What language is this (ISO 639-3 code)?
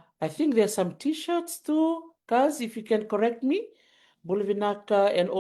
fij